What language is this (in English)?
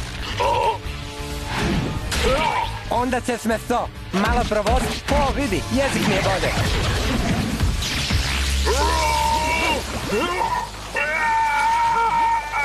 Croatian